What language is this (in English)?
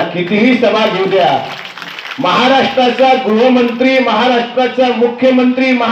Marathi